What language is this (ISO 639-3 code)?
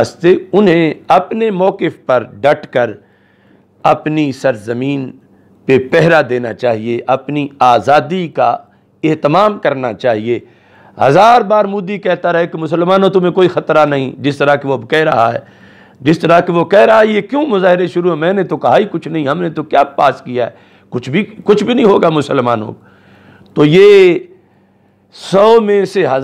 urd